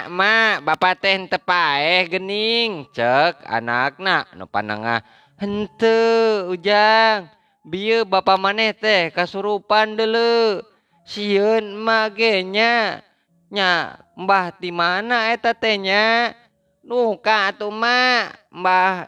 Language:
Sundanese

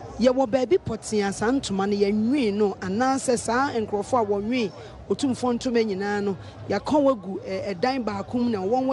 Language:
Akan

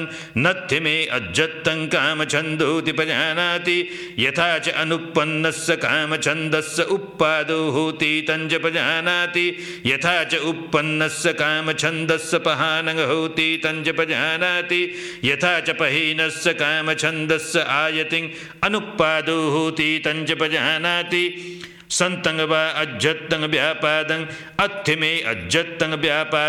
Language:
Pali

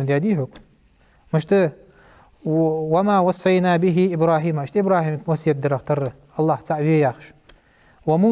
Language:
Ingush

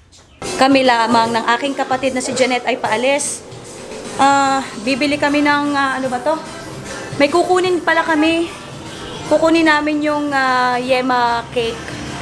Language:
Filipino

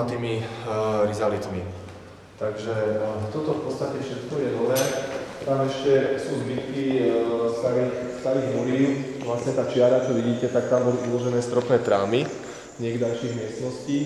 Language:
Slovak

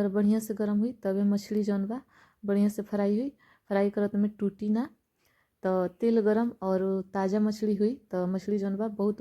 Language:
Bhojpuri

